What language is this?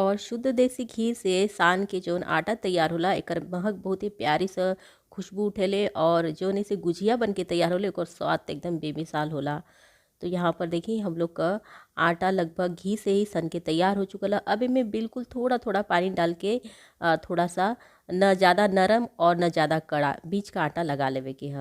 Bhojpuri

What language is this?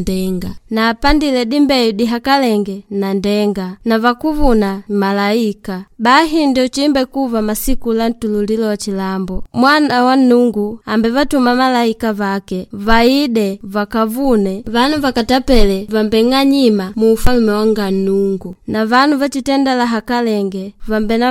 Makonde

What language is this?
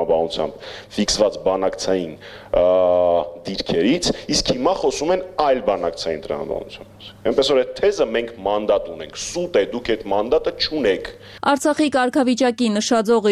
Armenian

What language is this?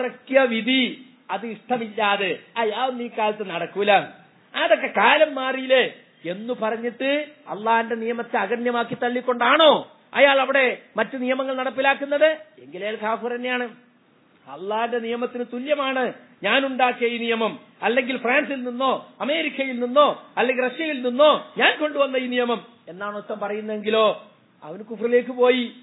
Malayalam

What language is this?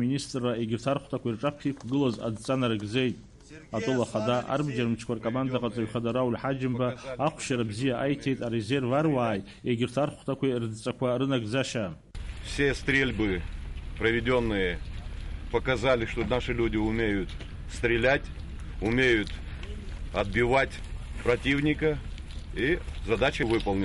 Abkhazian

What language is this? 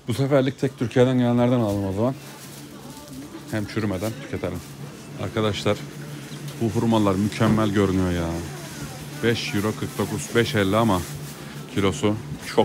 Turkish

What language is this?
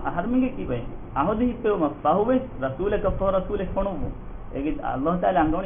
Divehi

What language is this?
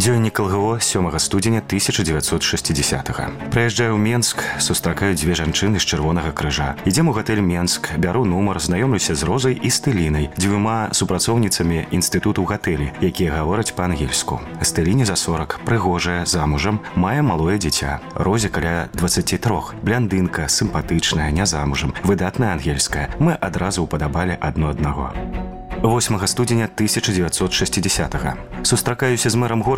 Belarusian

